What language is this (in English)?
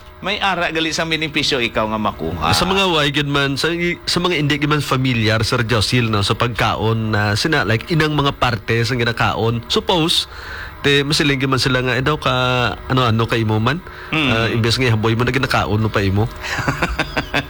Hiligaynon